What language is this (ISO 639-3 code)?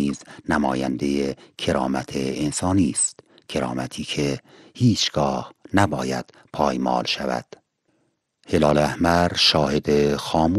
fas